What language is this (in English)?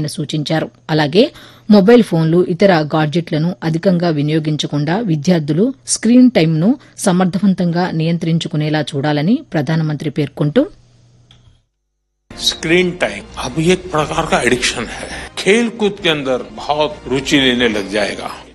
Telugu